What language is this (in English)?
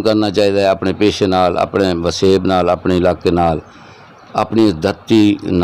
Saraiki